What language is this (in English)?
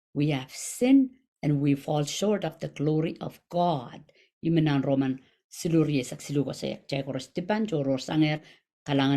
Pohnpeian